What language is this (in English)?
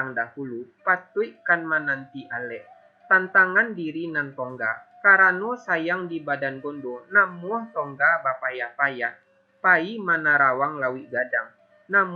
Minangkabau